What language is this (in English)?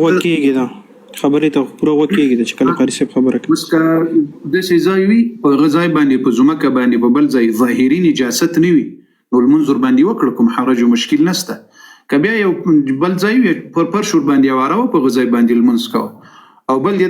Pashto